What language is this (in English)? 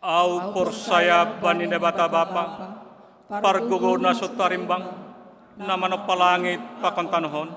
Batak Simalungun